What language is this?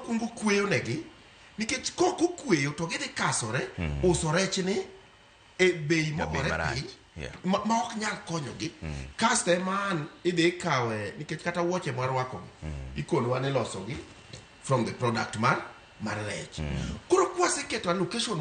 Luo (Kenya and Tanzania)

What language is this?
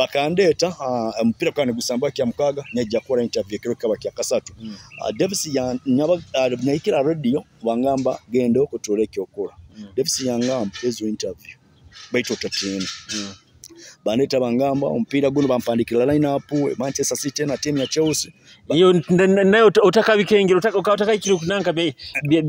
Nyoro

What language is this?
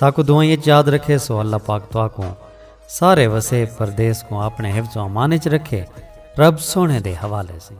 Saraiki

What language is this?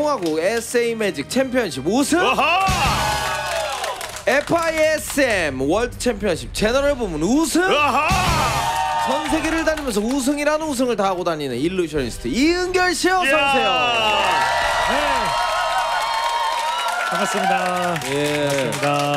Korean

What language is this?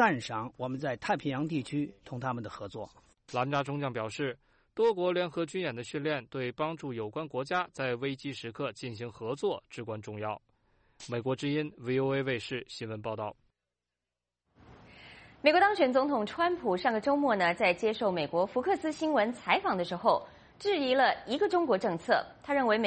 Chinese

